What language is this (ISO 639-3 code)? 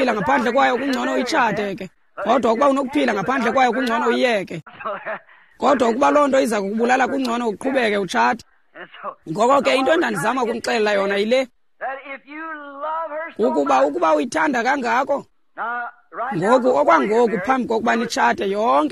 xho